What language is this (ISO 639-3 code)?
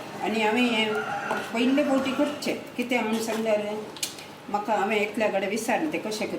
kok